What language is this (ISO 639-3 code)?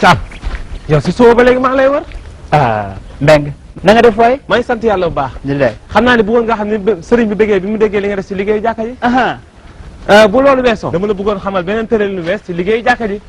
wol